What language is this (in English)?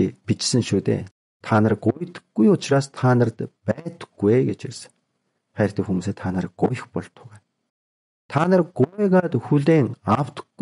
Mongolian